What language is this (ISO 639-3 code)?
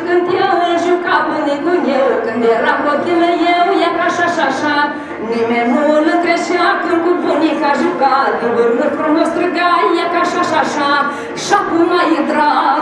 ron